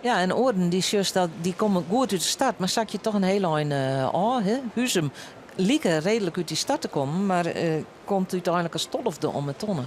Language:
Western Frisian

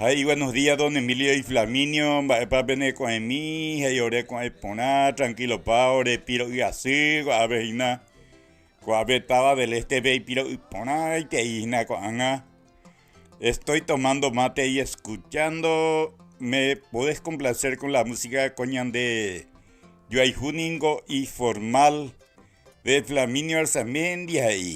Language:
Guarani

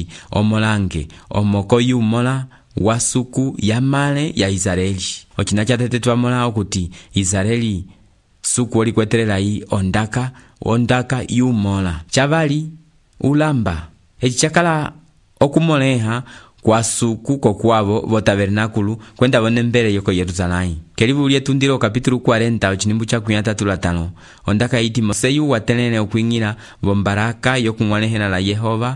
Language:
Umbundu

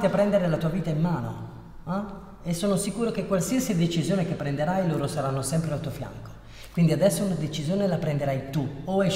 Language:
Italian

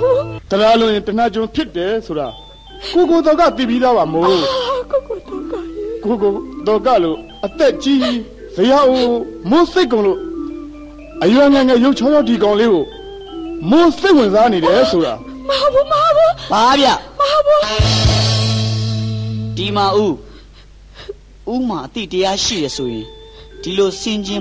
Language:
Burmese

